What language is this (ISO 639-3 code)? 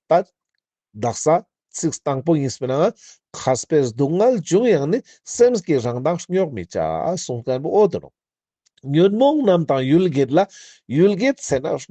lbj